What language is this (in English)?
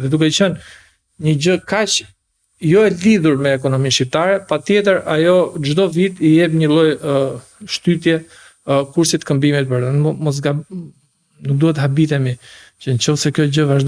Albanian